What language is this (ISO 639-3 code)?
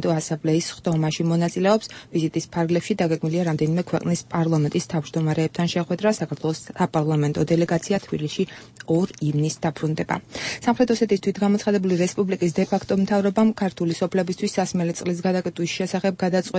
kat